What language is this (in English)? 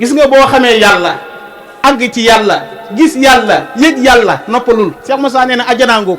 Wolof